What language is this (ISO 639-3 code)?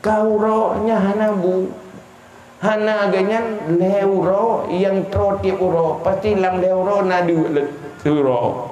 ace